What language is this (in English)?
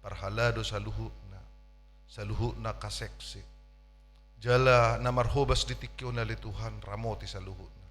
Batak Toba